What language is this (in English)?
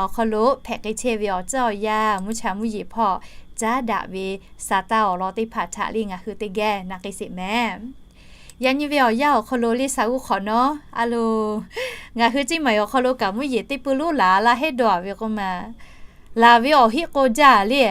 Lahu